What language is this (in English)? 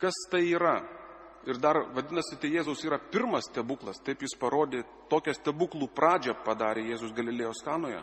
Lithuanian